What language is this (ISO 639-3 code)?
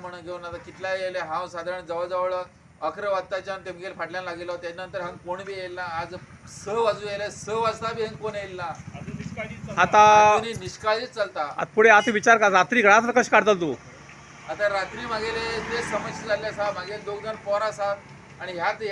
kok